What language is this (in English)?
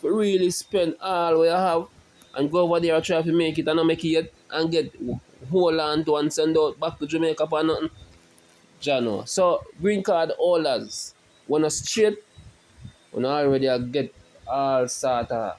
Jamaican Creole English